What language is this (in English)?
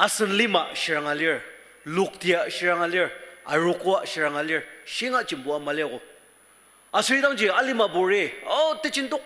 Ao Naga